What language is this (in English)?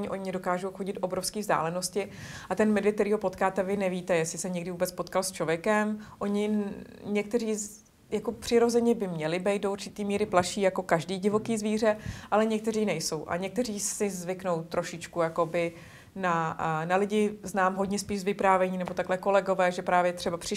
Czech